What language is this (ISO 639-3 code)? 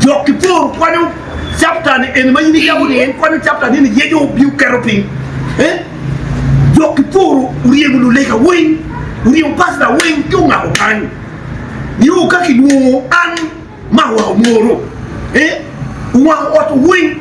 ach